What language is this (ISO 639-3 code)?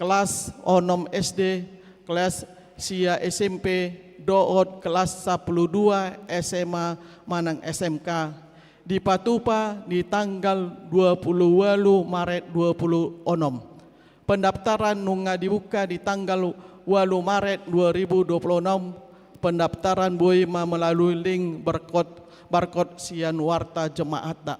bbc